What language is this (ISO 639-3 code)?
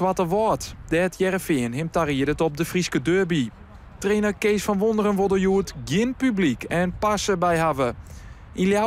fry